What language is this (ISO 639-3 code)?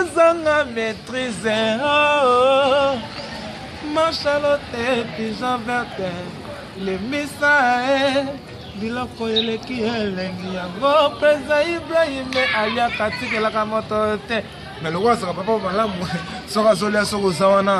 lin